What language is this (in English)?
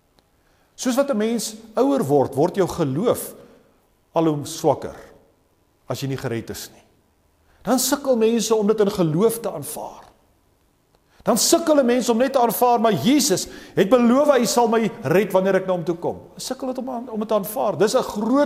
Afrikaans